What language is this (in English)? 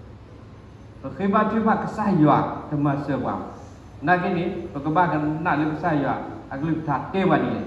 S'gaw Karen